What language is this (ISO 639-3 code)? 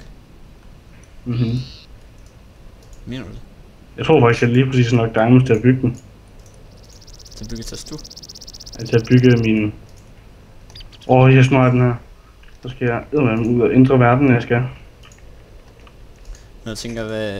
dan